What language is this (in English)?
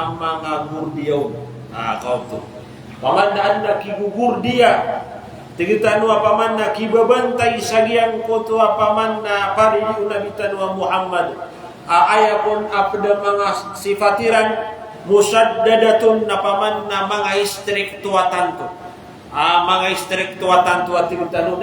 Maranao